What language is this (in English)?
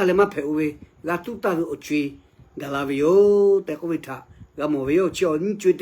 Lahu